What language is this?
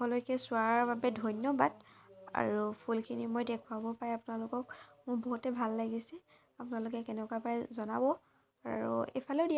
Assamese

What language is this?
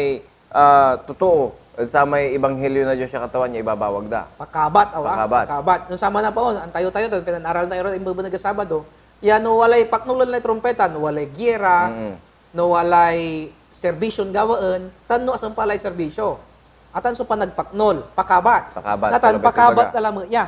Pangasinan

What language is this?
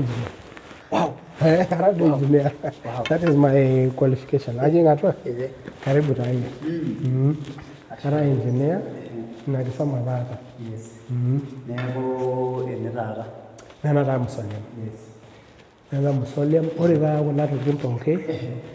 Masai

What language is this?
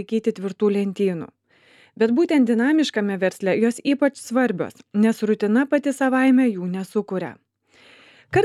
Lithuanian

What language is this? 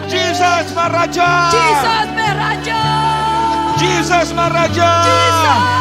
Iban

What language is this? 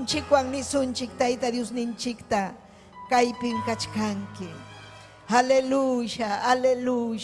Ayacucho Quechua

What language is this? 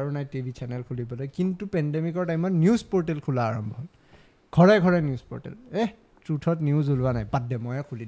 Assamese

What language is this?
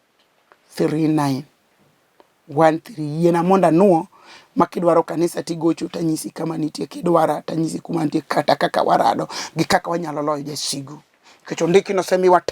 Luo (Kenya and Tanzania)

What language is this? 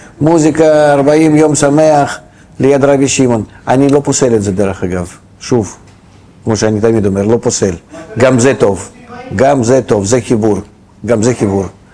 Hebrew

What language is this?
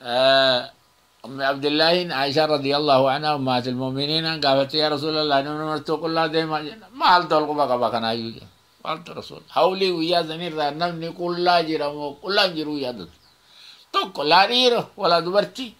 Oromo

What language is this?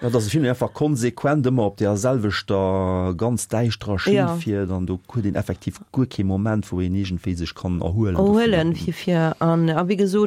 Luxembourgish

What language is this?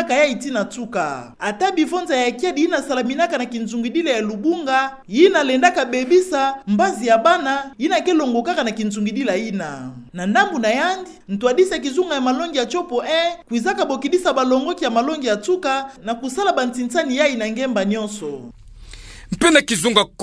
Kituba (Democratic Republic of Congo)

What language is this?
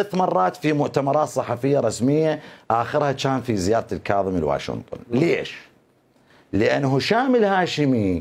Mesopotamian Arabic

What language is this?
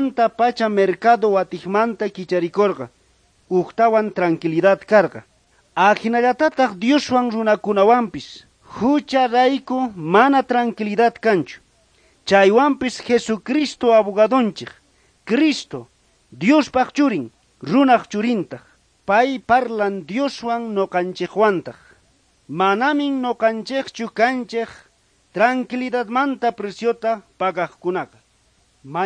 South Bolivian Quechua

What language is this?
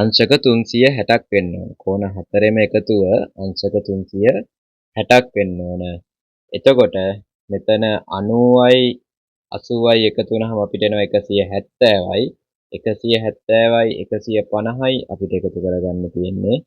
Sinhala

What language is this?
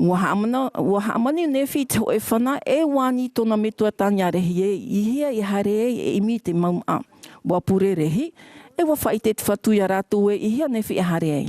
Tahitian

